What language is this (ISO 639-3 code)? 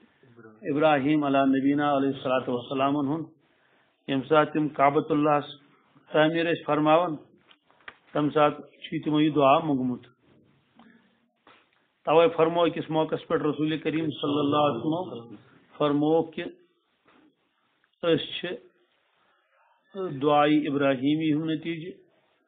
kas